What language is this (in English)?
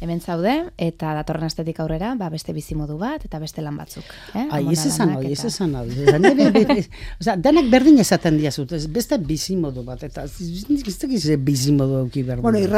Basque